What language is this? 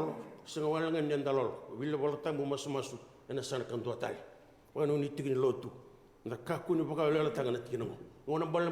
Fijian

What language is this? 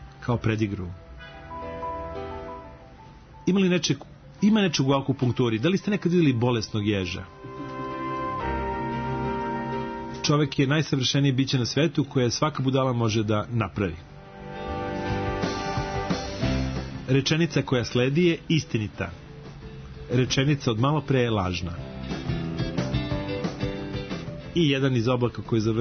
Serbian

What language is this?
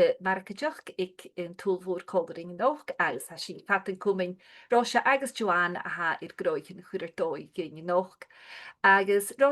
Scottish Gaelic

